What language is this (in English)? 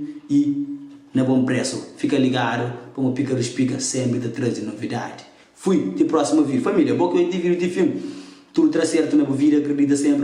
Kabuverdianu